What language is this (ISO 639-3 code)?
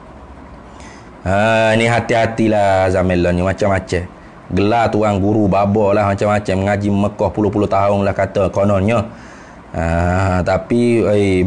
msa